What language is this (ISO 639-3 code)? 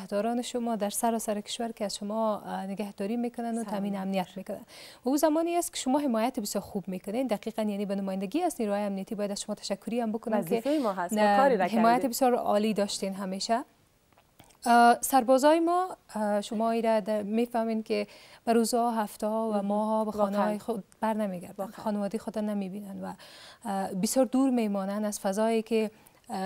fas